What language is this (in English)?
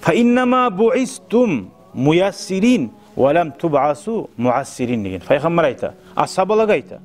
Kumyk